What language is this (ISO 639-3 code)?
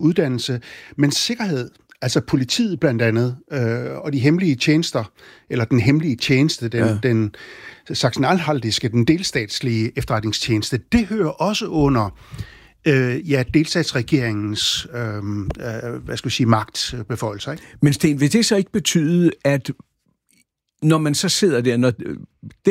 dan